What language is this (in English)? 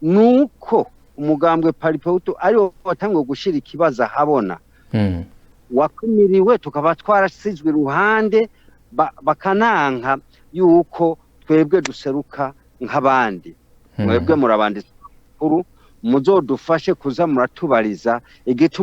Rundi